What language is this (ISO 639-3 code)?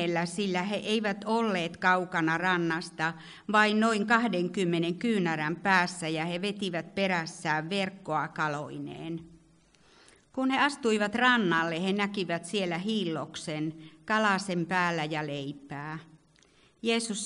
fin